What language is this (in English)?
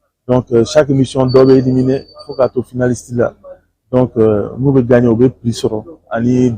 Bambara